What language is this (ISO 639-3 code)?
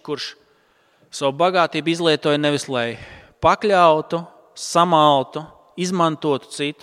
lav